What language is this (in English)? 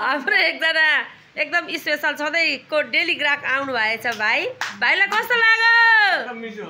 Nepali